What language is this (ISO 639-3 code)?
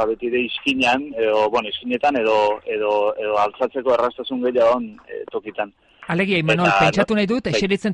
eus